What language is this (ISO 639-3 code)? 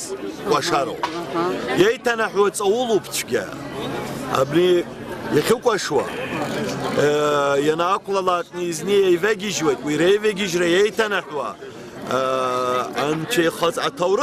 abk